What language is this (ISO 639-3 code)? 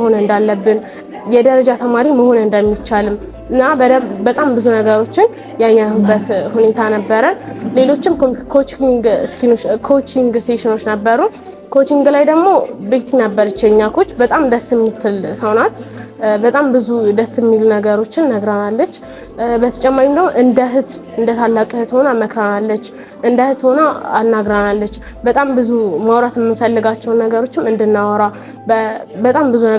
amh